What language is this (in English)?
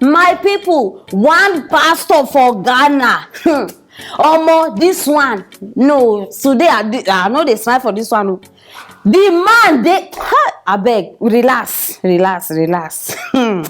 Nigerian Pidgin